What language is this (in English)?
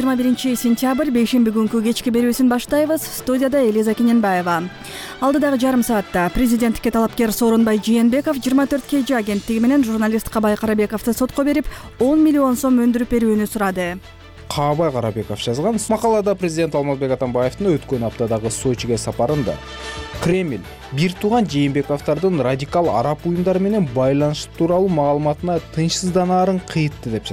Kyrgyz